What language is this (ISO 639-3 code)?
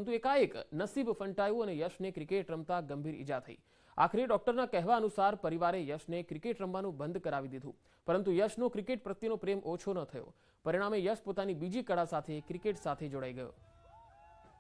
guj